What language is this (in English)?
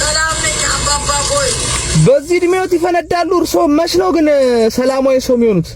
Amharic